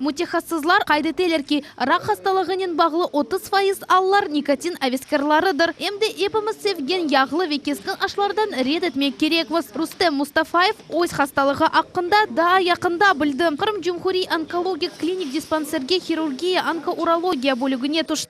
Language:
Crimean Tatar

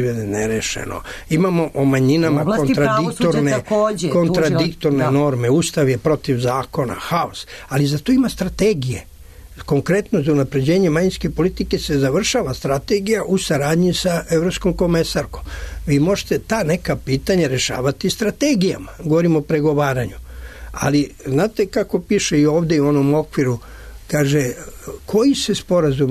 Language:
Serbian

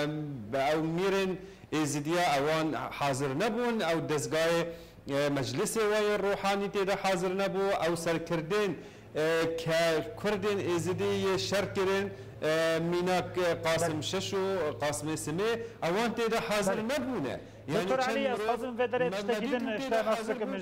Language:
Kurdish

